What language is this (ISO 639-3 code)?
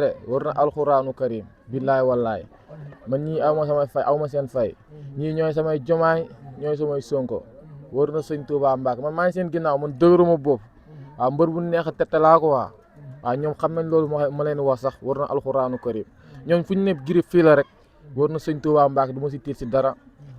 wol